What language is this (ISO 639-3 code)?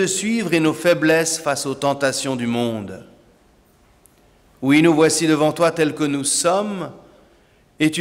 fra